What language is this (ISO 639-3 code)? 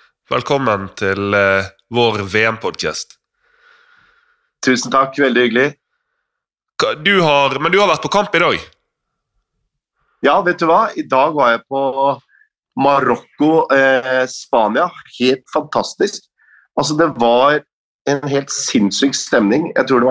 nor